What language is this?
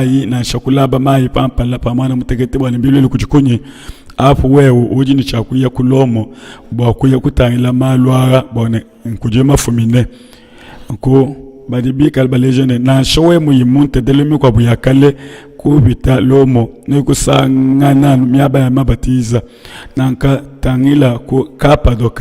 Luba-Lulua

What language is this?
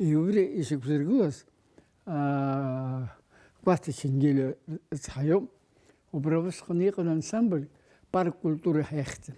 Abkhazian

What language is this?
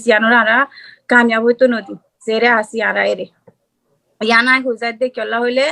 Rohingya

